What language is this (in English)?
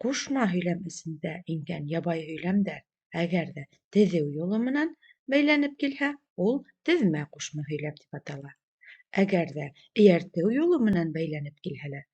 Bashkir